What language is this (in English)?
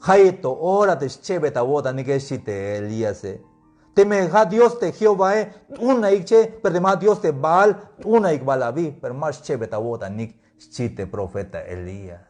Tzeltal